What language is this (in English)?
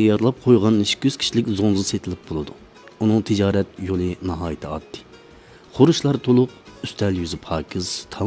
Uyghur